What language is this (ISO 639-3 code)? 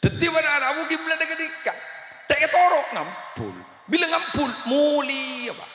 mad